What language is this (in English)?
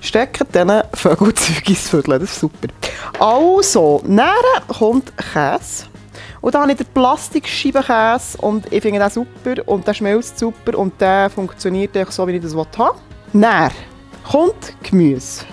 Swiss German